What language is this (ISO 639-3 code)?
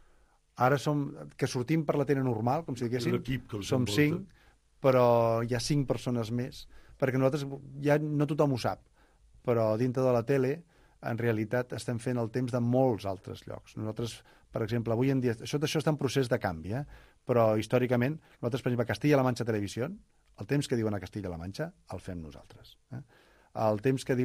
cat